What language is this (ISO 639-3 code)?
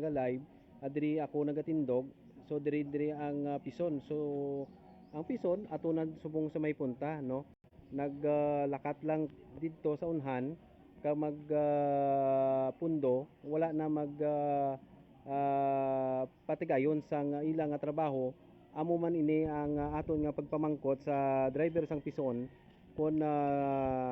hil